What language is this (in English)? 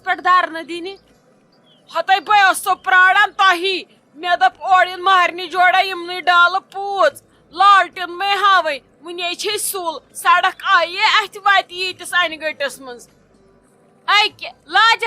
Kashmiri